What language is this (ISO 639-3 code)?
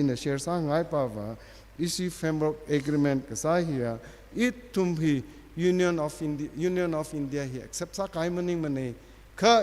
nmf